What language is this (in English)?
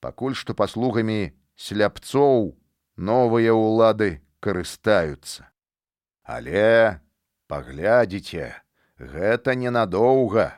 Belarusian